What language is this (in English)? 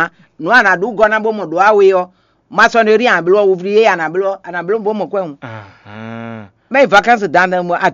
Fon